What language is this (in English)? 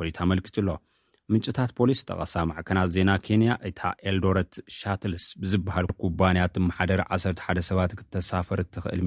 Tigrinya